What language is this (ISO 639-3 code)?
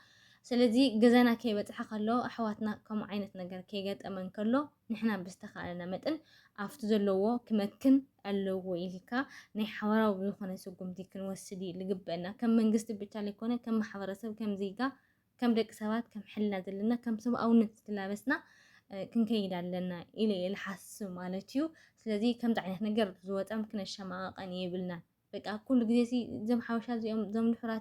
tir